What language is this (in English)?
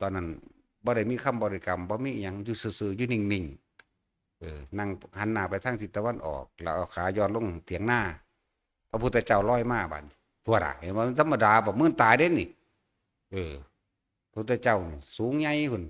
Northeastern Thai